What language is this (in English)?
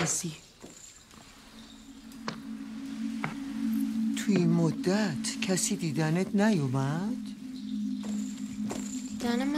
Persian